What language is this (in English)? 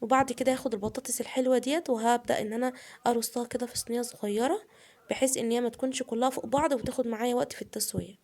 Egyptian Arabic